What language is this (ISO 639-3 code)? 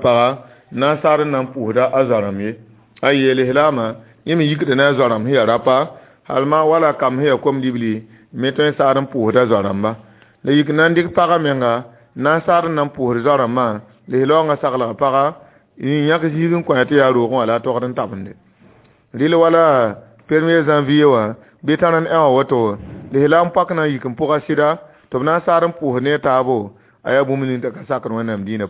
mos